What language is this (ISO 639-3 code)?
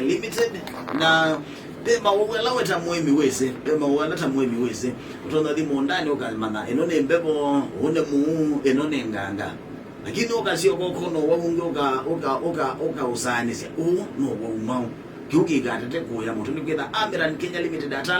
kam